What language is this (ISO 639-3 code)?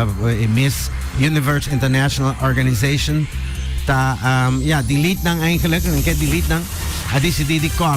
pap